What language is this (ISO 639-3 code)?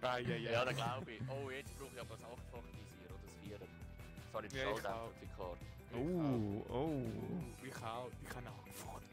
gsw